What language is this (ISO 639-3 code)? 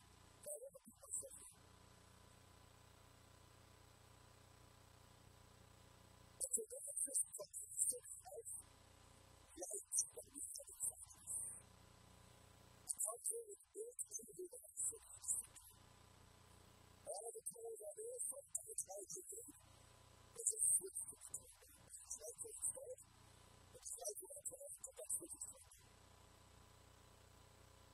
eng